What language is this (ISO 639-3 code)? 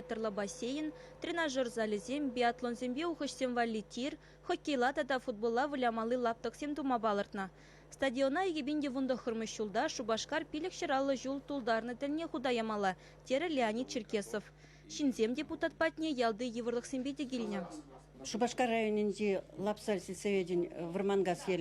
chv